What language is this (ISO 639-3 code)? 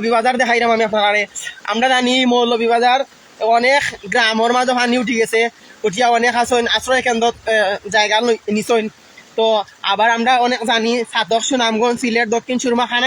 syl